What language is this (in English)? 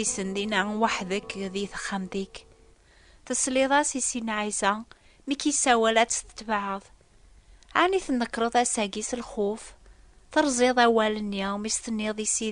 Kabyle